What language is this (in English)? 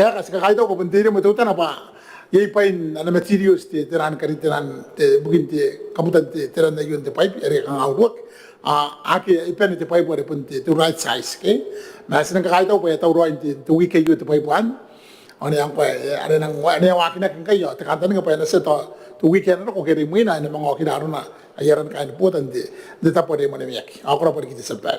Gilbertese